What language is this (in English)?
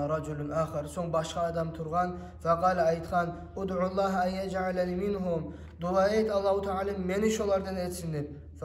Kumyk